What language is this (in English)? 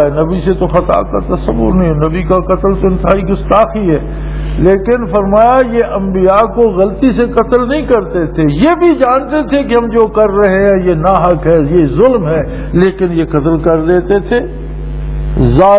Urdu